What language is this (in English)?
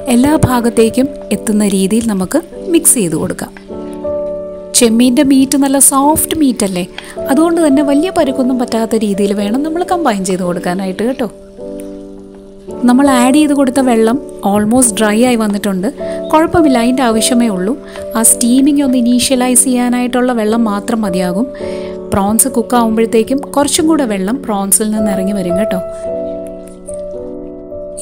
Malayalam